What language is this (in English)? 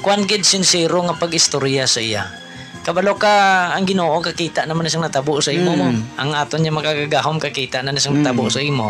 Hiligaynon